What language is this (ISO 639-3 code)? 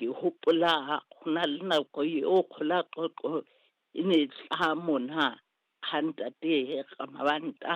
sot